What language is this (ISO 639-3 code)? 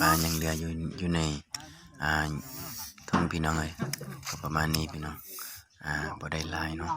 lao